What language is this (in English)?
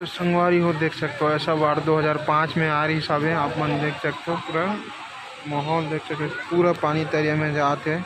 Chhattisgarhi